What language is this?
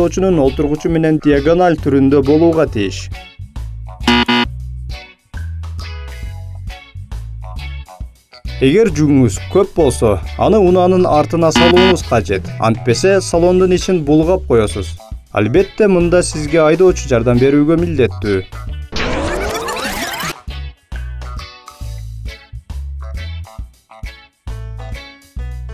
Kyrgyz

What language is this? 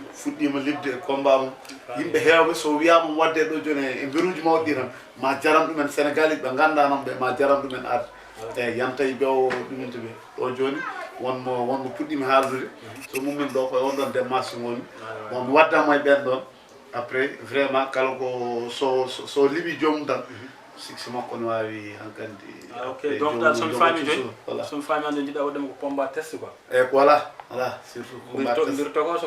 Fula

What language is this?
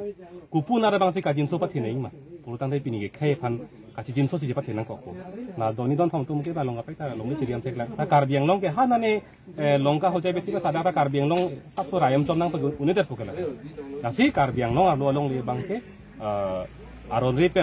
Karbi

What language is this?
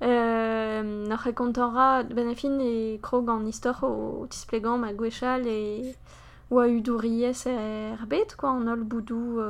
Breton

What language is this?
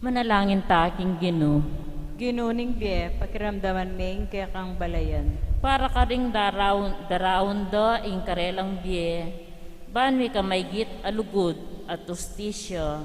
Pampanga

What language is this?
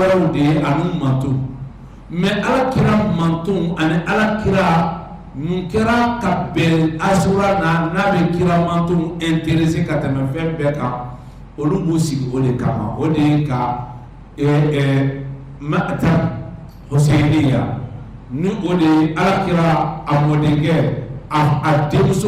Bambara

